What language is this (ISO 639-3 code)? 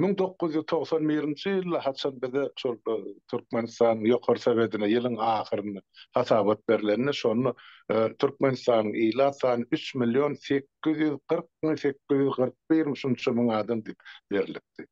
tuk